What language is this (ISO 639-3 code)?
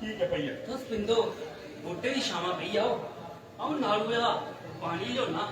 doi